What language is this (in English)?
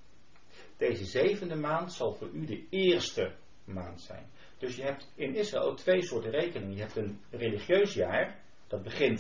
Dutch